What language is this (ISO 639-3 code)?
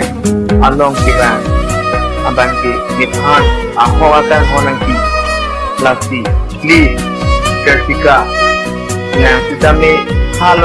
mjw